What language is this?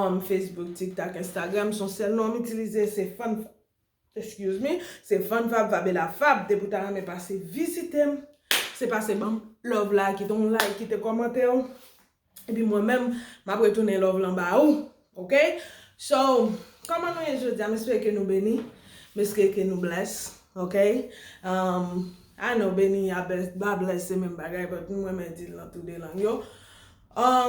Haitian Creole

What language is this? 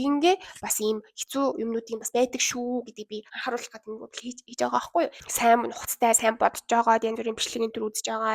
Mongolian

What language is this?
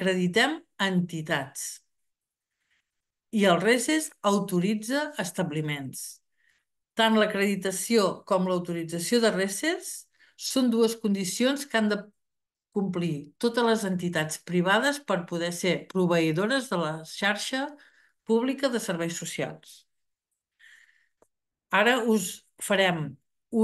Catalan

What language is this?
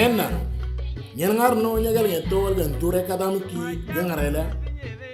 Moro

